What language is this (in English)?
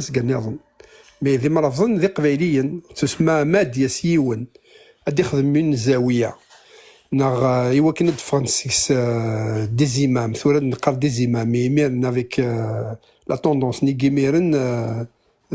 Kabyle